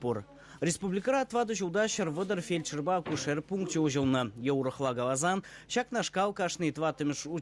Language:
Chuvash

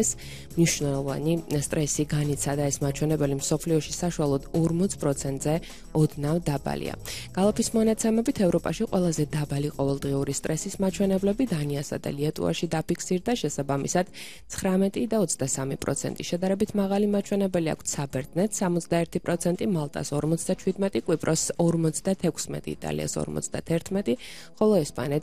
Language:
Georgian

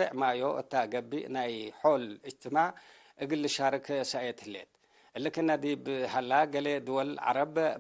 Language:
Tigre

